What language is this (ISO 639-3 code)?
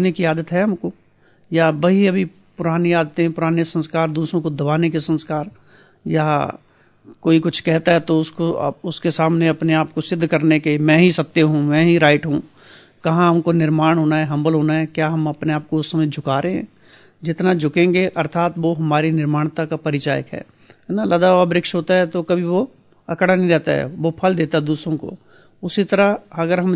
hin